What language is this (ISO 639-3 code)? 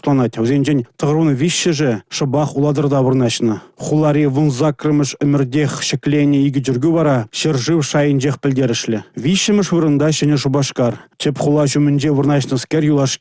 chv